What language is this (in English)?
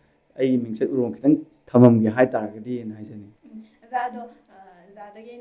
Manipuri